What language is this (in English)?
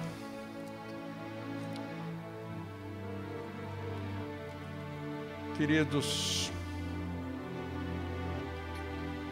Portuguese